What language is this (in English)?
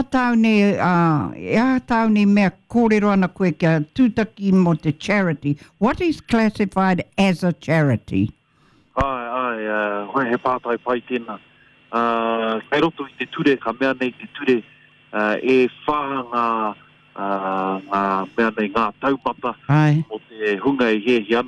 Māori